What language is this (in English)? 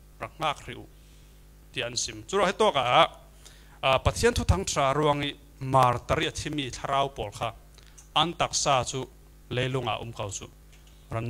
Falam Chin